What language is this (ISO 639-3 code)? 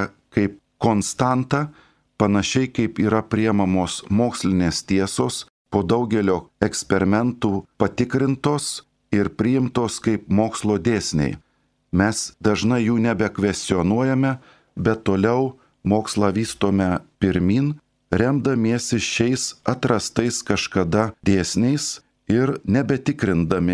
lit